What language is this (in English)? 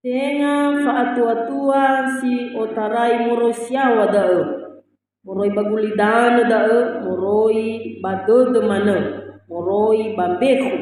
Nias